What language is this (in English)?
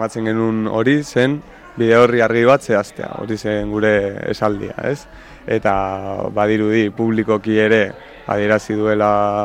Basque